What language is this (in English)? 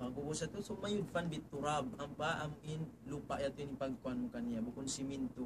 Tausug